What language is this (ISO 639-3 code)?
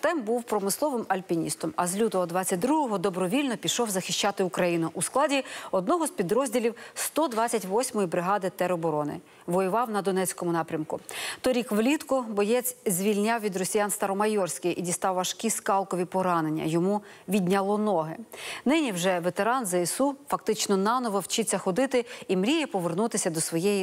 ukr